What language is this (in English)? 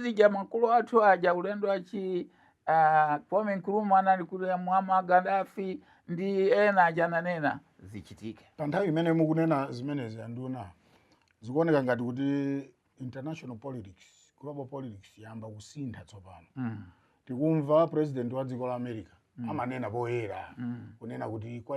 Nyanja